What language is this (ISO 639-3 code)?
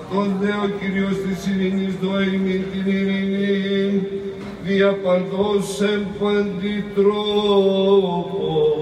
ell